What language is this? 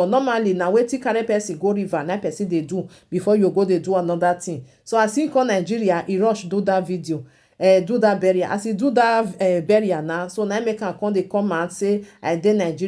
Nigerian Pidgin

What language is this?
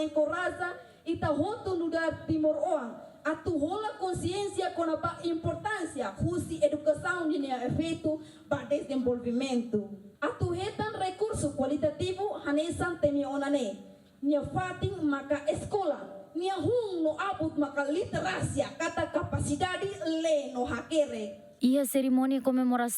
Tetum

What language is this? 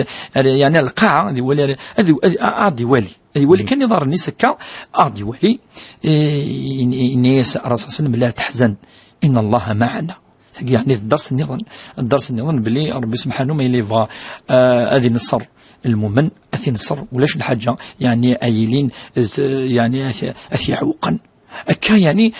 Kabyle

